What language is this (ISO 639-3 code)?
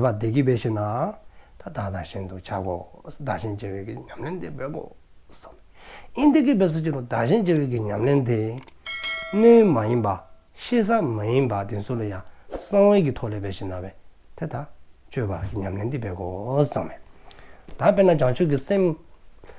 dzo